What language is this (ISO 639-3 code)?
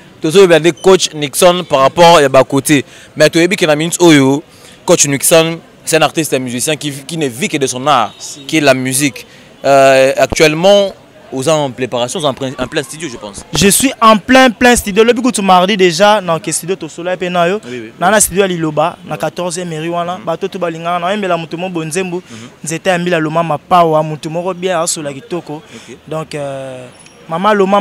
lin